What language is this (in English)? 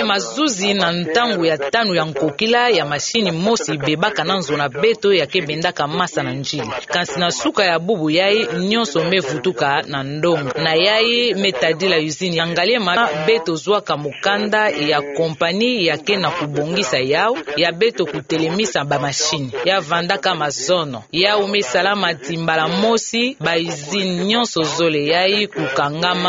Kituba (Democratic Republic of Congo)